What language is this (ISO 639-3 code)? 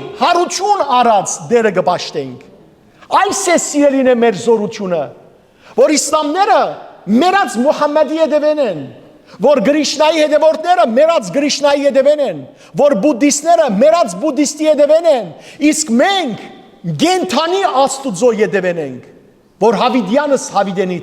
hyw